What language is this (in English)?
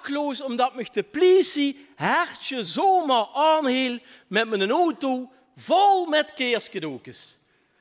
Limburgish